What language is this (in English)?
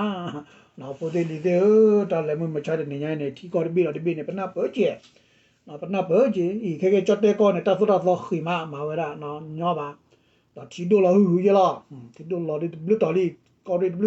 S'gaw Karen